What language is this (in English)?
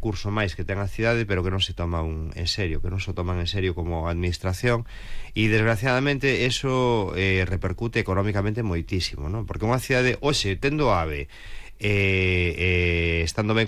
Galician